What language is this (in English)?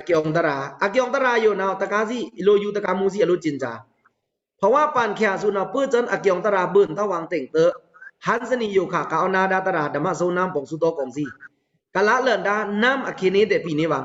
Pa'o Karen